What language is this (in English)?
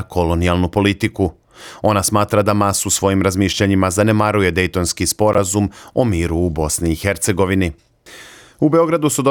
Serbian